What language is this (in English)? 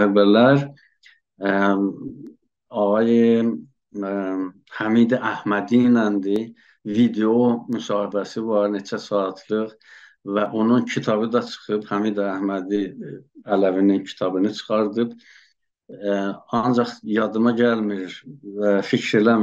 South Azerbaijani